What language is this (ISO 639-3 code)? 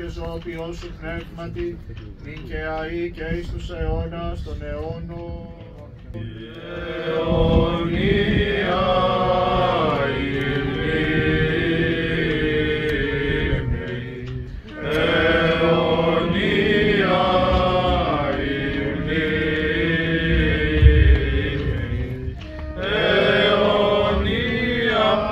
ell